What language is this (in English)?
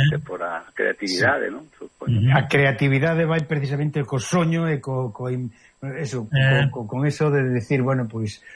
Galician